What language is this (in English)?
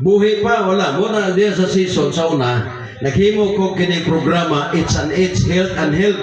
Cebuano